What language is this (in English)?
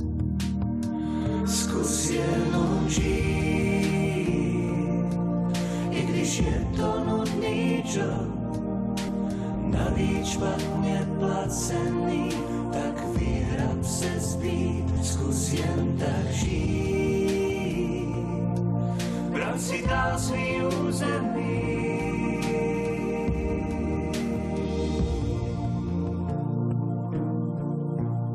Czech